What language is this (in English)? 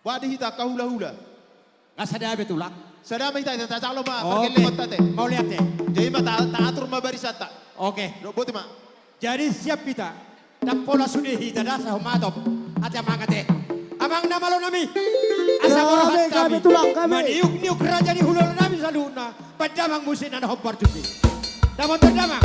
Batak Toba